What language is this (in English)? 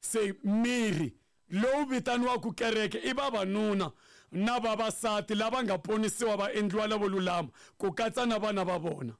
Tsonga